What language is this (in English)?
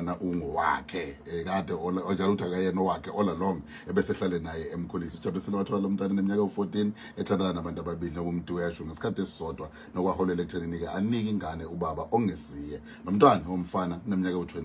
Zulu